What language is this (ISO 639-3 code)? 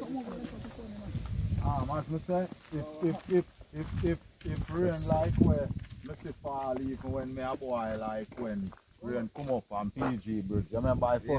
jam